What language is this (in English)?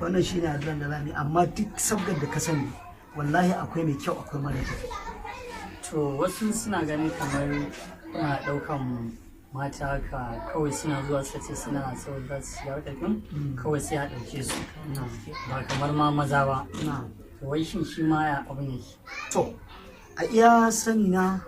Hausa